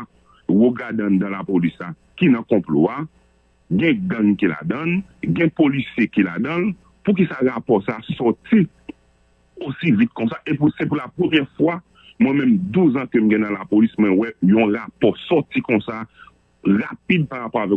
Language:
Haitian Creole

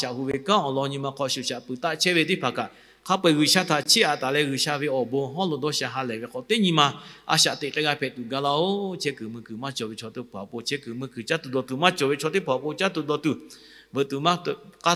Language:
Lahu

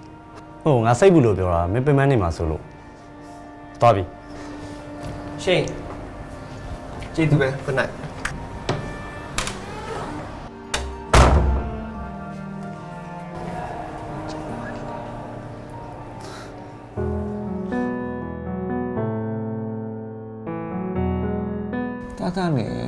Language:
Burmese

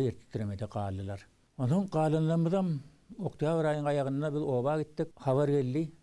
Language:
Turkmen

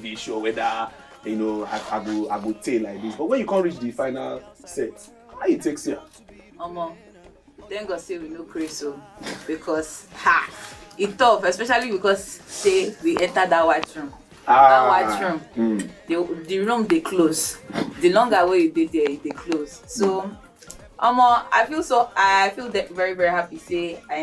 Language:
Nigerian Pidgin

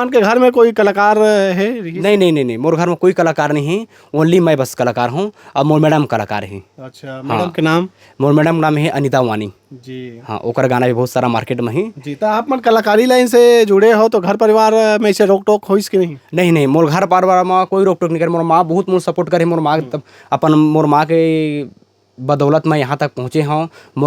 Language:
Chhattisgarhi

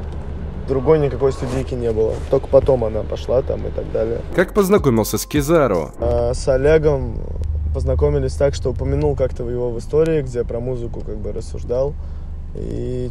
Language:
Russian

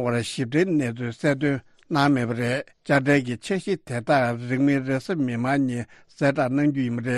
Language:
Tibetan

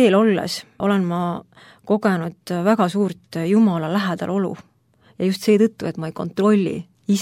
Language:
Estonian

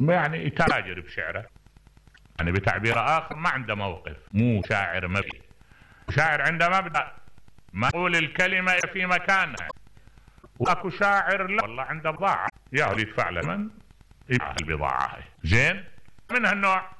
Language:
Mesopotamian Arabic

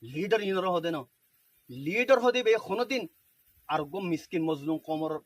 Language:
Rohingya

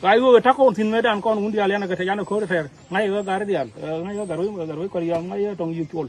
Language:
Nuer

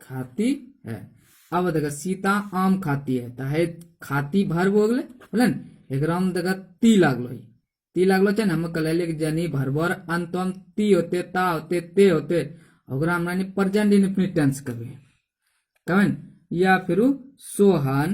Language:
Angika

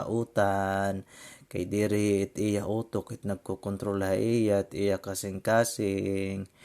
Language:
Waray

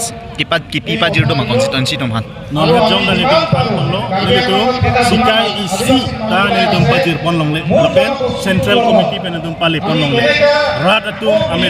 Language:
Karbi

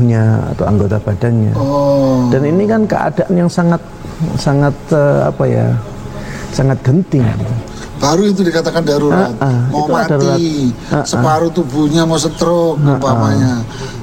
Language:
Indonesian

